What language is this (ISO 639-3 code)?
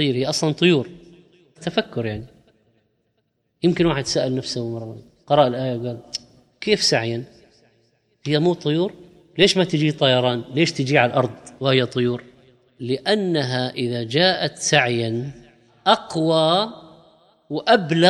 ara